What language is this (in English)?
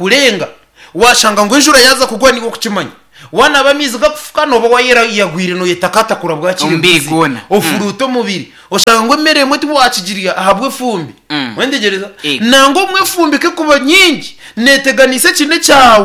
Nyankole